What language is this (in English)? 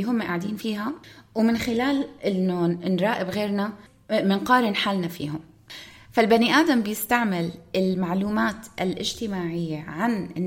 North Levantine Arabic